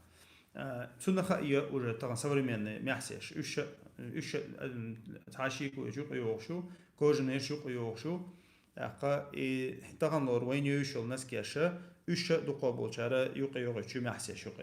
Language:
Chechen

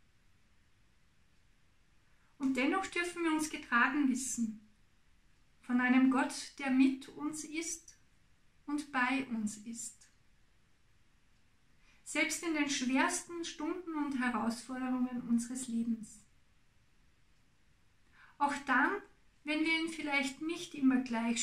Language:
German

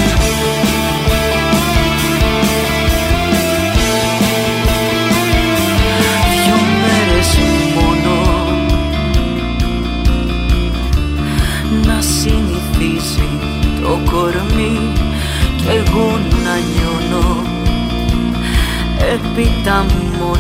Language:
Greek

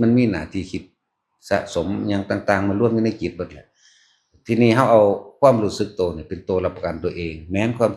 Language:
Northeastern Thai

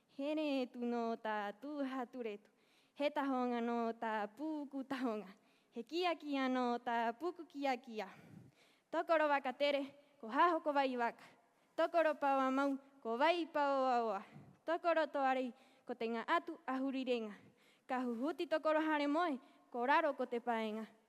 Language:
Rapanui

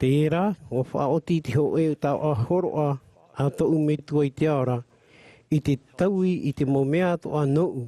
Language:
Tahitian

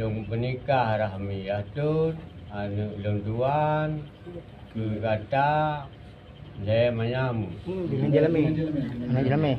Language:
Achinese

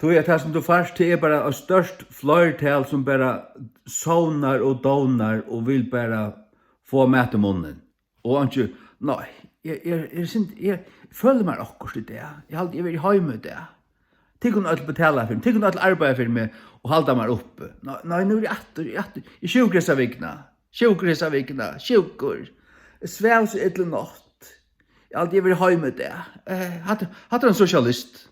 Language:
Faroese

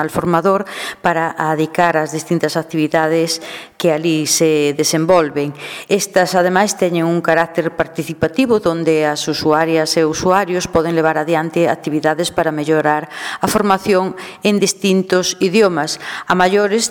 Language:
Galician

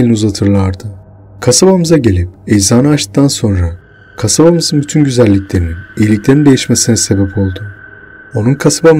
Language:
Turkish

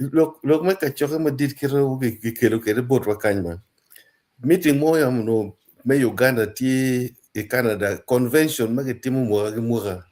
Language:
Acoli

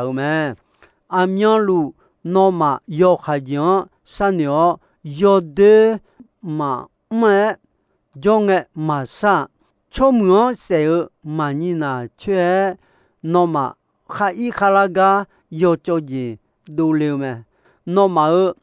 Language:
Akha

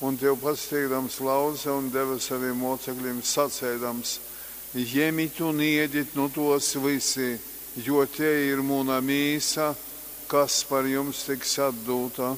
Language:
Latgalian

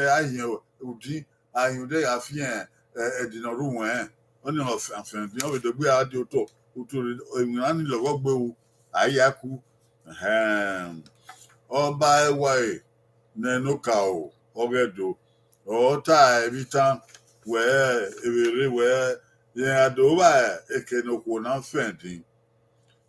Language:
Bini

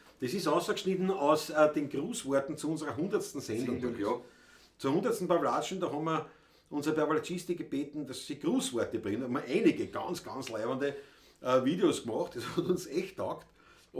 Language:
Bavarian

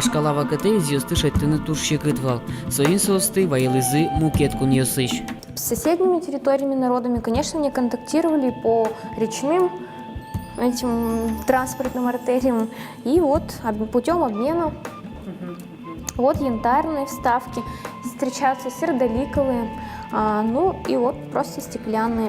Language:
Udmurt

